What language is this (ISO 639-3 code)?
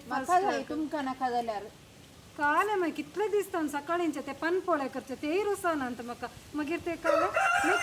kok